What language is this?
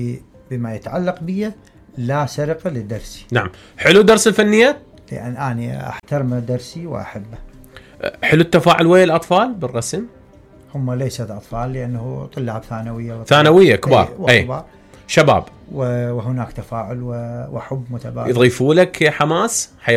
Mesopotamian Arabic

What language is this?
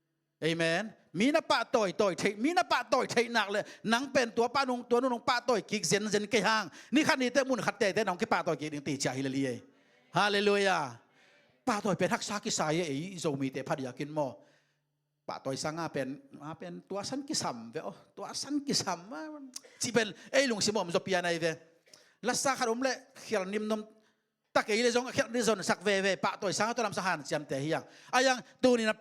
Tedim Chin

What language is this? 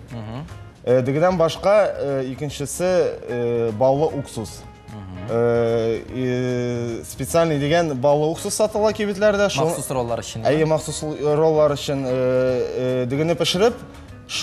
Tatar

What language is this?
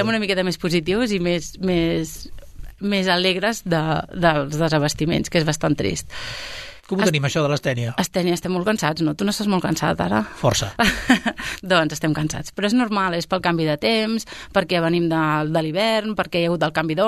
Catalan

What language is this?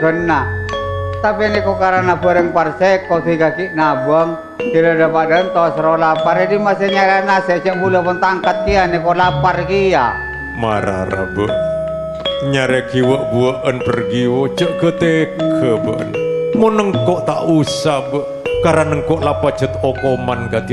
Madurese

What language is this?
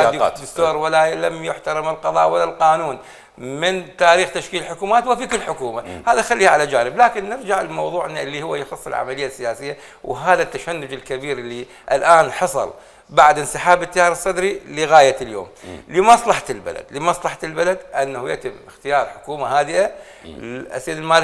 Mesopotamian Arabic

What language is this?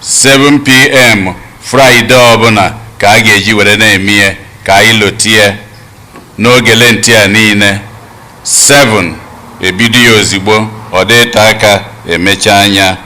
Igbo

